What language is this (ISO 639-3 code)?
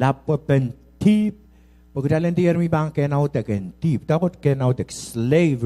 pon